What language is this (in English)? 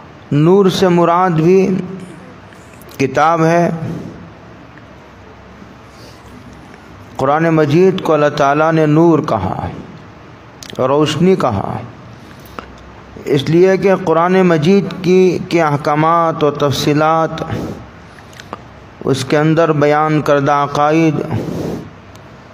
Urdu